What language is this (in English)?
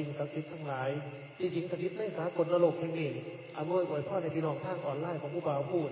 Northeastern Thai